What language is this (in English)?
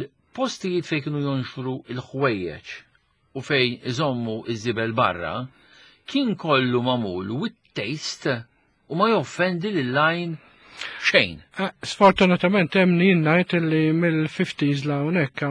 Maltese